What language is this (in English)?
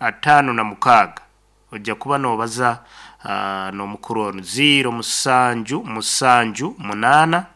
Nyankole